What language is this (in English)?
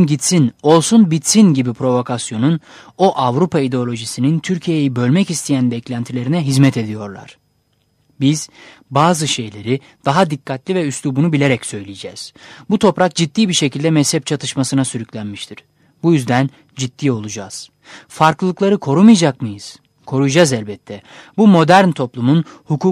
Turkish